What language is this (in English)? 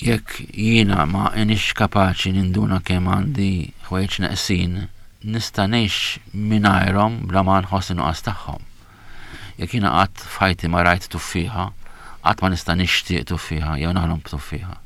Maltese